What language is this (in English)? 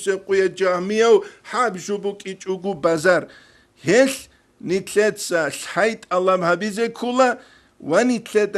Avaric